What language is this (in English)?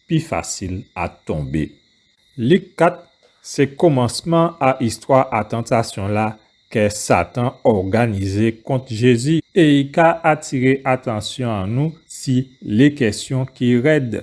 Guadeloupean Creole French